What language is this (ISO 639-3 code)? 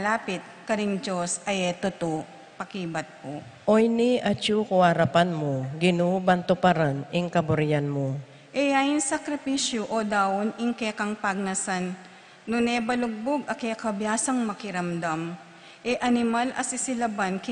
pam